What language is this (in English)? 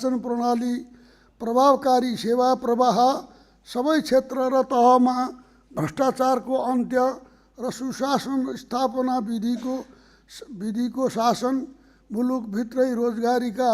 Nepali